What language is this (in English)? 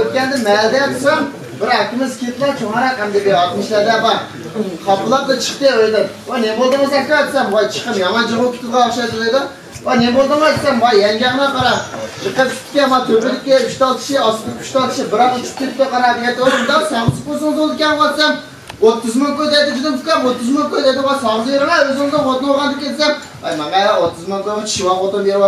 Uyghur